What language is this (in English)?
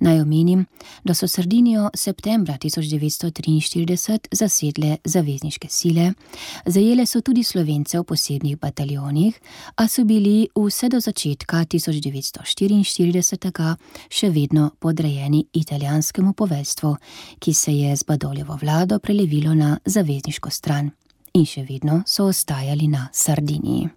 Slovenian